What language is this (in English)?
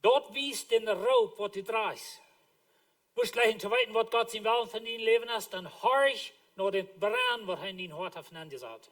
Plautdietsch